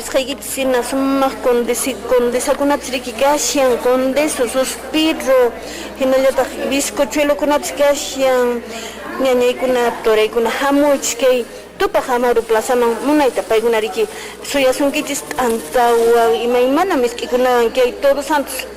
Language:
Quechua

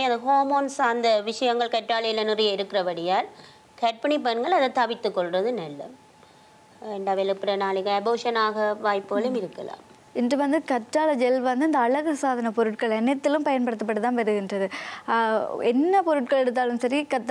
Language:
Tamil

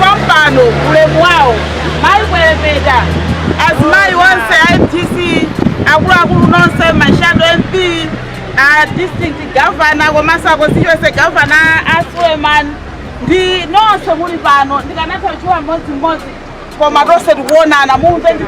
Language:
Nyanja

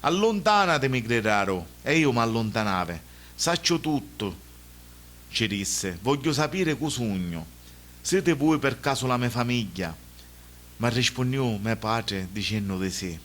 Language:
Sicilian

